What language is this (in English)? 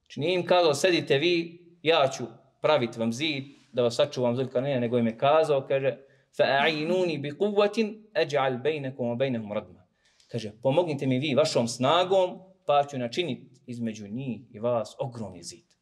Bosnian